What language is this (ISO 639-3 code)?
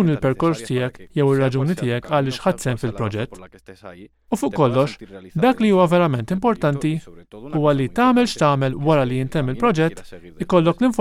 mlt